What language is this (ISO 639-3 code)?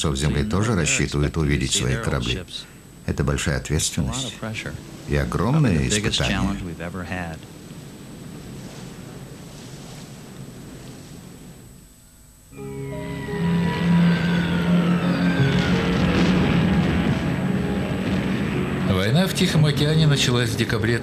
rus